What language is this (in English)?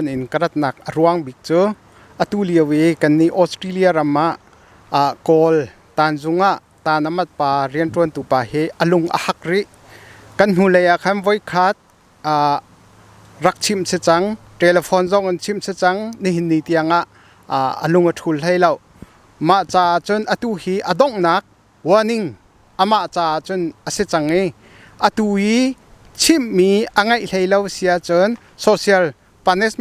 Hakha Chin